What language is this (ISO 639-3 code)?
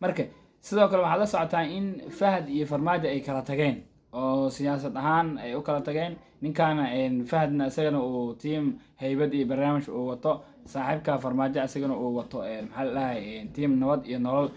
som